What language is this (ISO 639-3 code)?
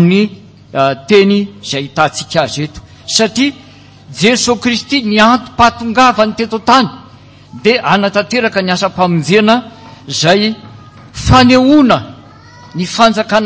mlg